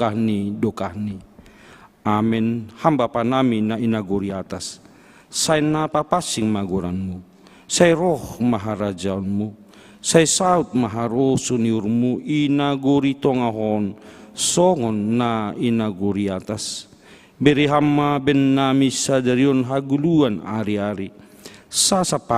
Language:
Batak Simalungun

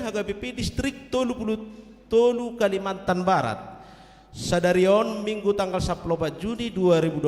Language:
Batak Toba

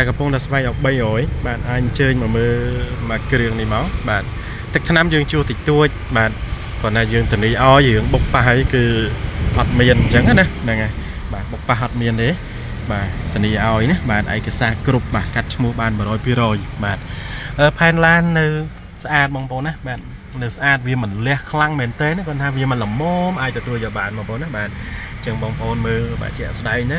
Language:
Khmer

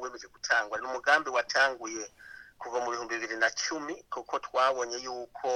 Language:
Rundi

